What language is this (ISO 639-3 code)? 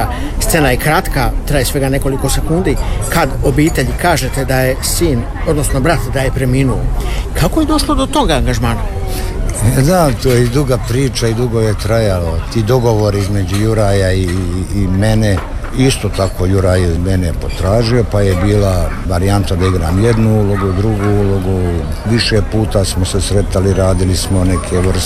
hrv